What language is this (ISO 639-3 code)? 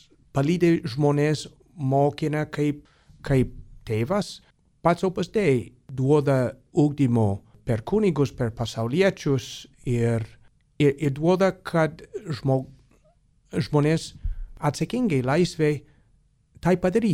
lit